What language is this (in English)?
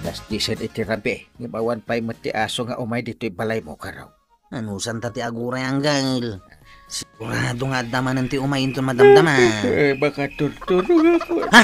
Iloko